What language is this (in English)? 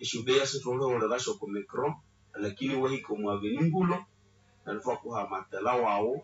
Nande